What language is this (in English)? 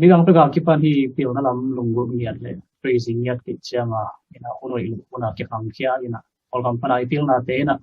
Tedim Chin